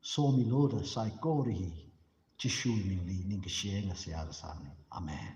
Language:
Tangkhul Naga (India)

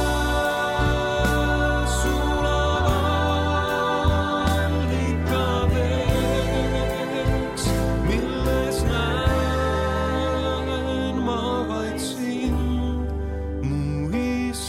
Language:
Estonian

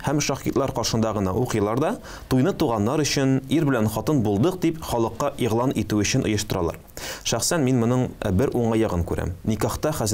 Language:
Tatar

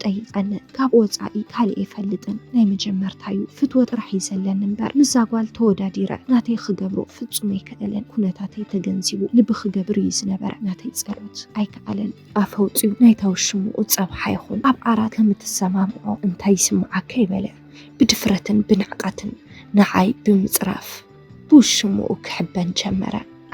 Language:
Tigrinya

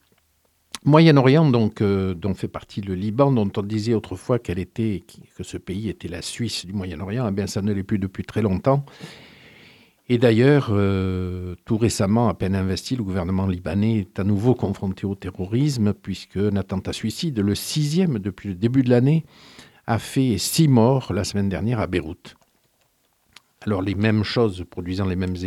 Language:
French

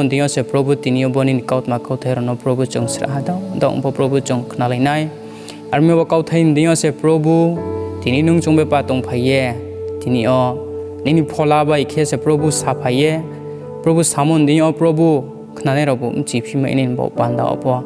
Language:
Riang (India)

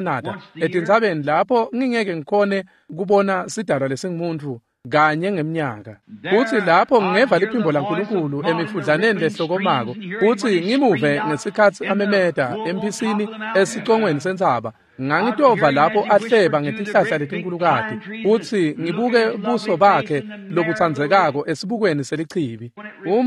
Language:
Swati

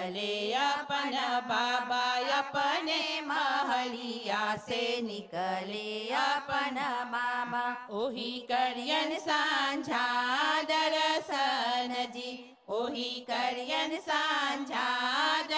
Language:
Bhojpuri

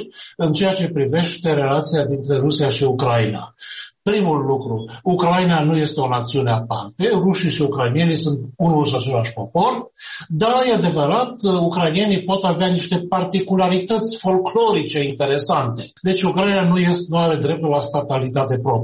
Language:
Romanian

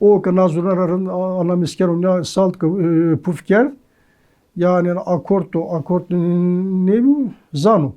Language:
Zaza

